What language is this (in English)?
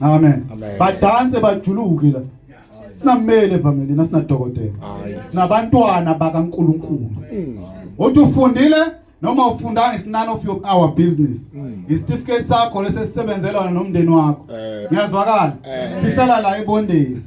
Zulu